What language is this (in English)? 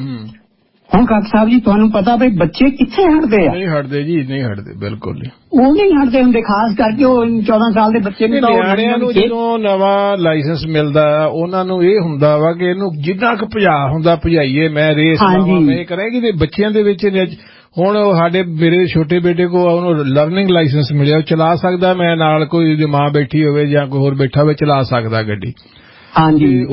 Punjabi